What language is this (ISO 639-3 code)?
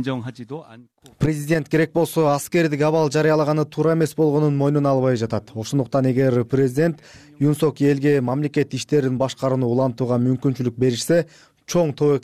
kir